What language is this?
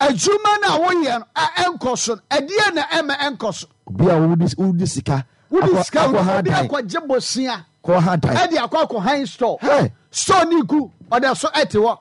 Akan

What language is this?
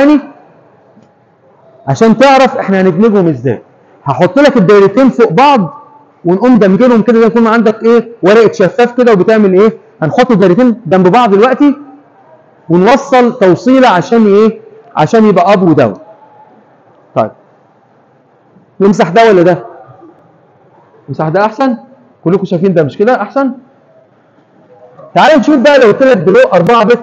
Egyptian Arabic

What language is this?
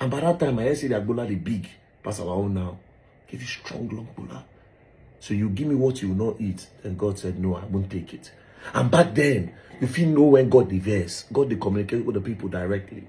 Nigerian Pidgin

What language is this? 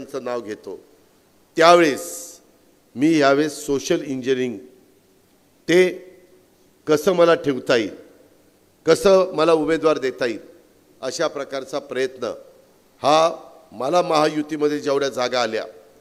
Marathi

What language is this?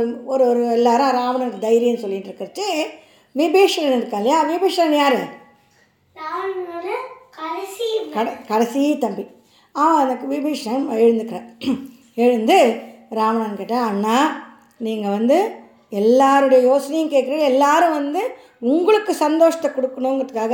Tamil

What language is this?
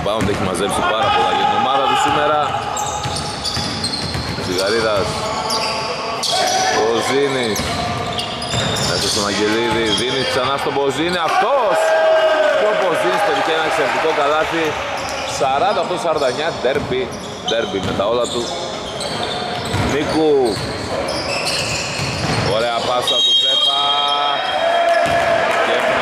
Greek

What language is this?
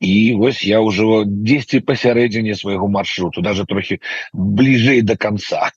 Belarusian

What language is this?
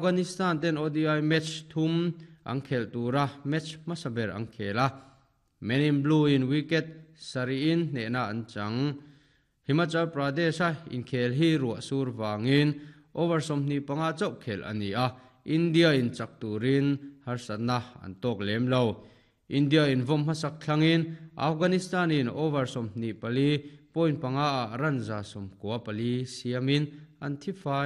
Mizo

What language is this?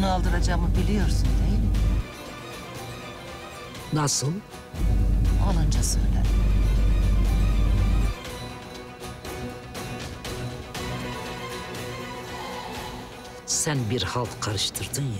Turkish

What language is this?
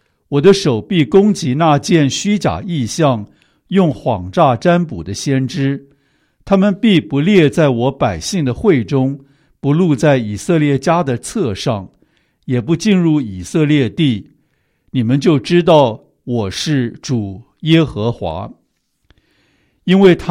Chinese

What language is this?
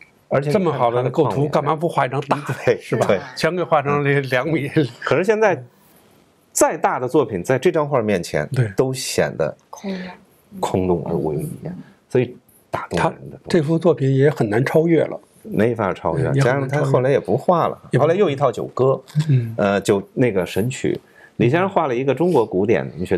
Chinese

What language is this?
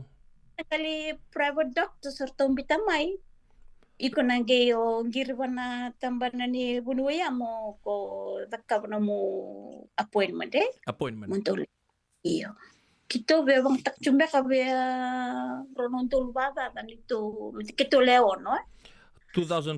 Fijian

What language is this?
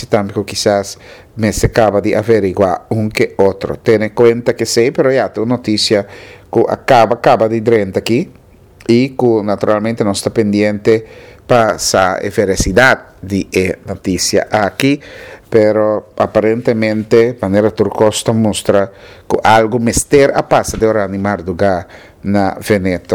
Papiamento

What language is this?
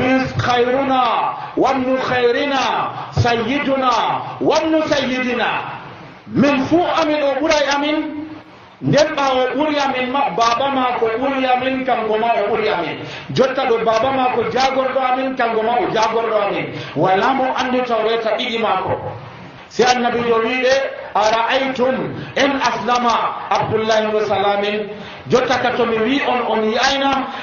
Nigerian Fulfulde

